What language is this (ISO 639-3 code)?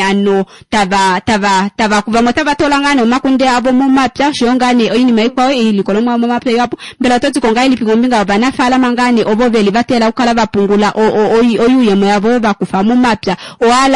kua